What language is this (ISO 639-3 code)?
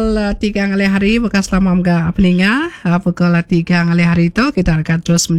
iba